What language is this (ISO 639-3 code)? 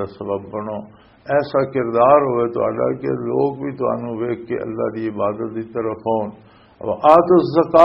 lah